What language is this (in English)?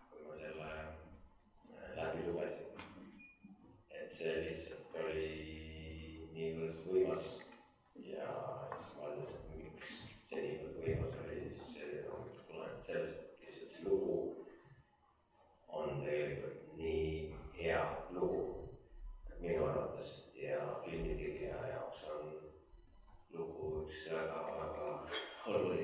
Estonian